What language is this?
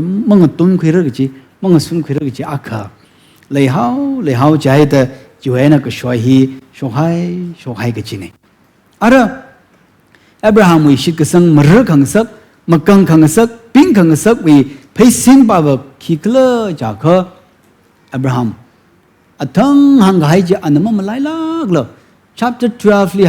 Tangkhul Naga (India)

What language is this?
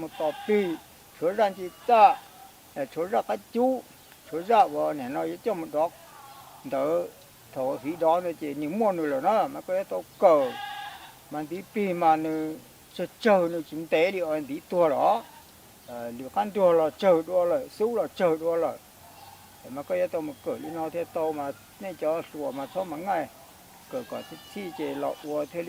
Hmong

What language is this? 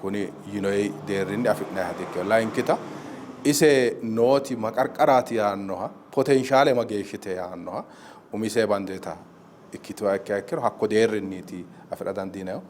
Sidamo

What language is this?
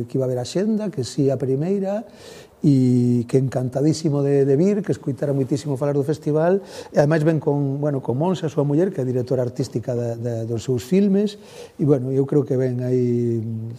Galician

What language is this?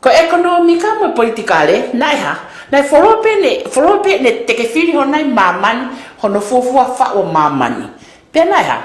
Tongan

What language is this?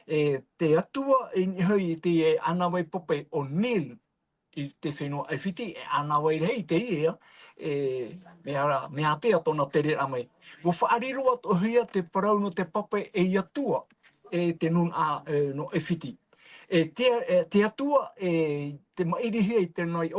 Tahitian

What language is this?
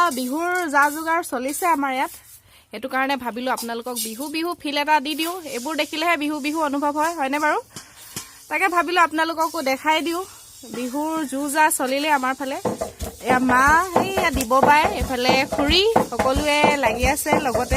Assamese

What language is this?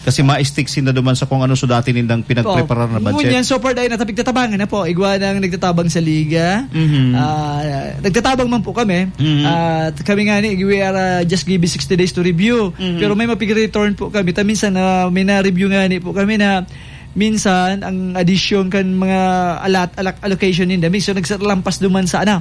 Bikol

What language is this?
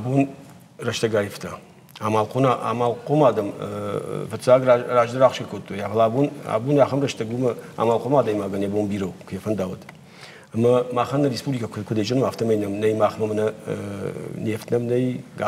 Ossetic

